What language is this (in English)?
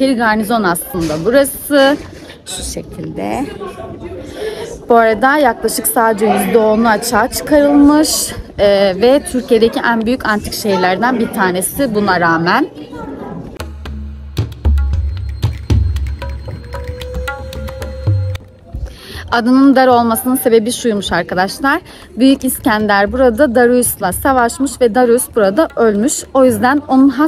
Turkish